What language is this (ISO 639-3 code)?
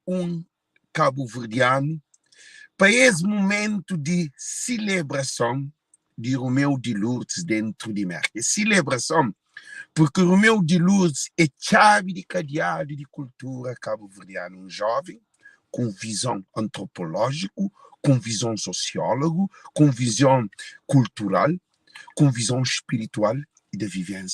kea